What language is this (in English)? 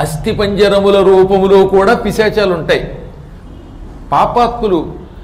Telugu